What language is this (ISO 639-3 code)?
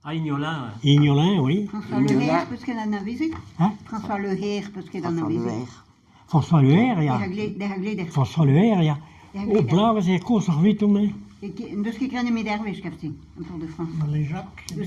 bre